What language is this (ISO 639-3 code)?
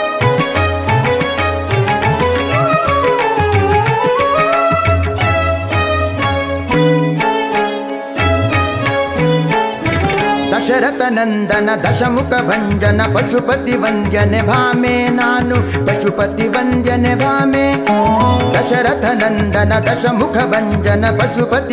kan